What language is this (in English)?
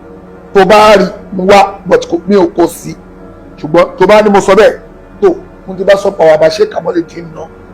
Yoruba